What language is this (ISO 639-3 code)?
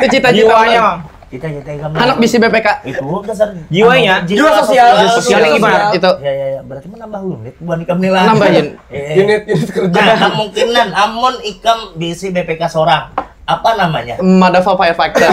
bjn